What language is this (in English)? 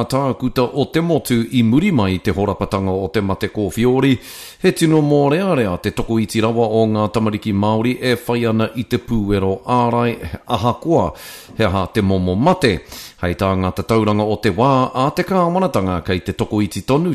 Māori